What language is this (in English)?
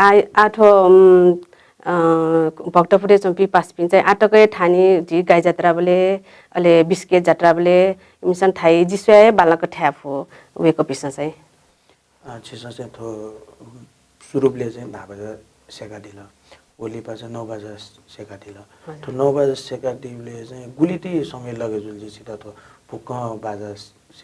Newari